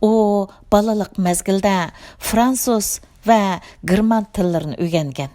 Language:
Uyghur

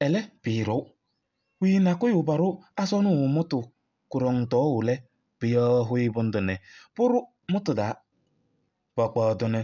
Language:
Kabiyè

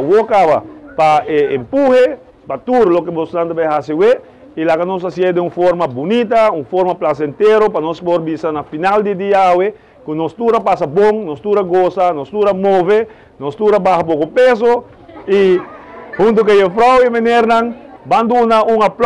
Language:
Papiamento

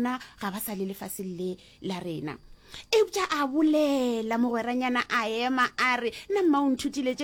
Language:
Northern Sotho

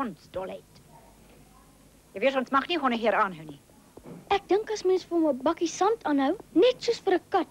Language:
Afrikaans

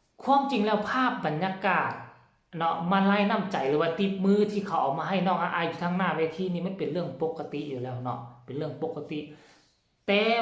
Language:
Northeastern Thai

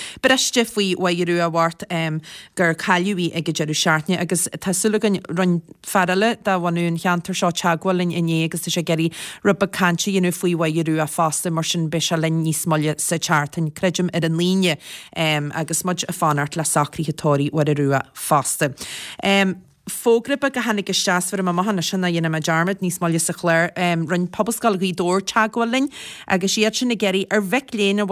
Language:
Irish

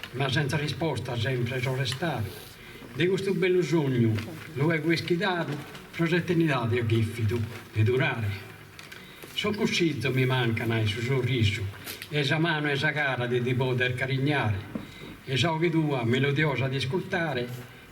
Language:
Sardinian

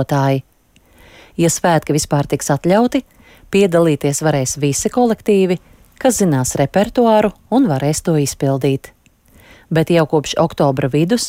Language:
Latvian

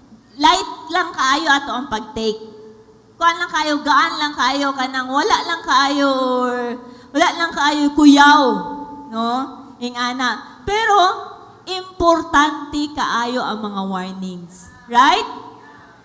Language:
Cebuano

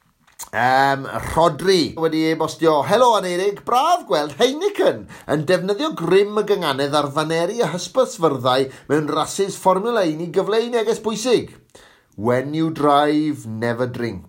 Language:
Welsh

